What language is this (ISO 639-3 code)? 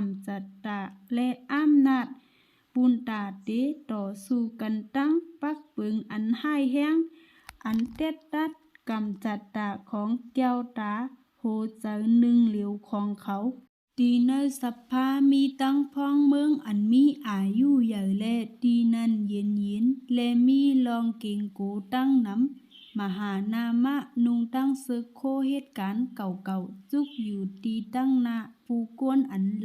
shn